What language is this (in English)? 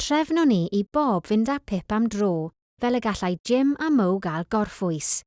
Welsh